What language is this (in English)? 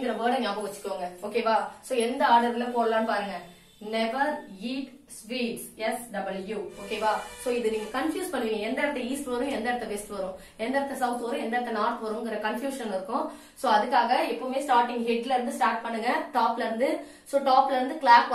Tamil